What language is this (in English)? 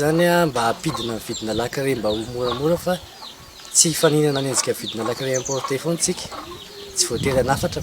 Malagasy